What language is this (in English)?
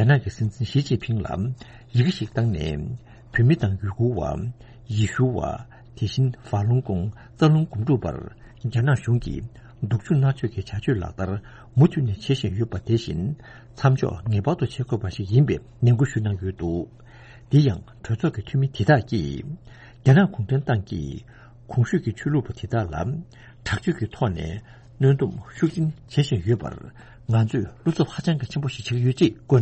Tibetan